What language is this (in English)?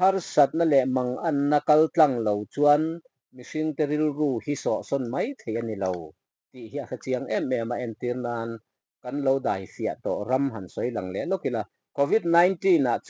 Mizo